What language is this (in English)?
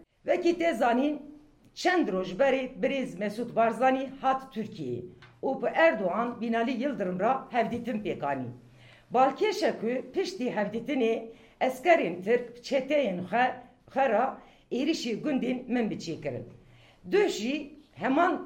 Kurdish